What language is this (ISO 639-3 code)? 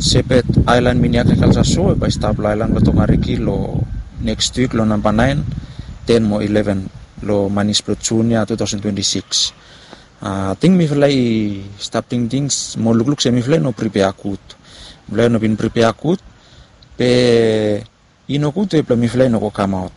bis